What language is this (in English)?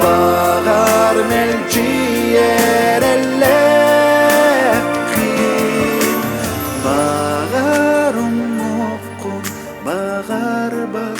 Yakut